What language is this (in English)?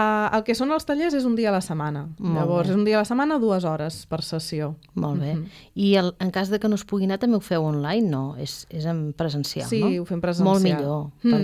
Catalan